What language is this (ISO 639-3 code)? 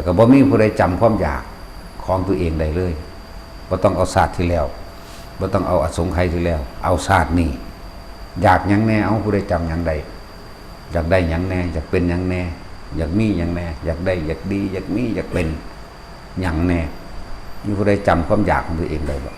tts